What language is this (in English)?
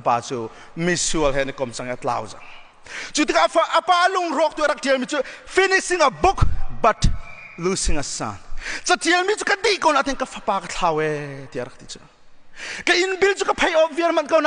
Hakha Chin